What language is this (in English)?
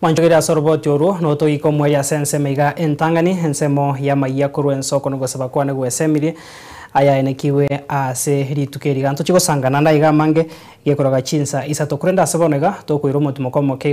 Gusii